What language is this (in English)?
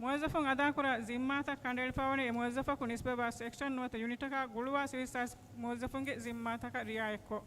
Divehi